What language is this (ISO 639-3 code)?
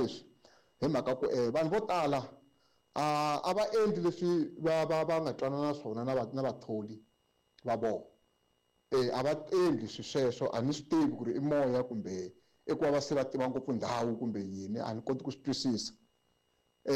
tso